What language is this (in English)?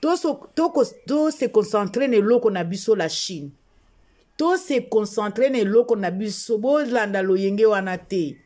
Lingala